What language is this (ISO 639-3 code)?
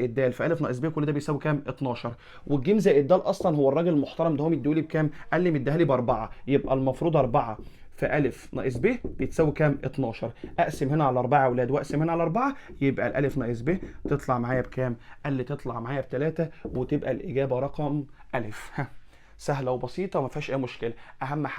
arz